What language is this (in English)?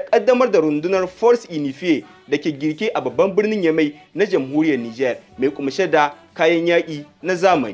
Hausa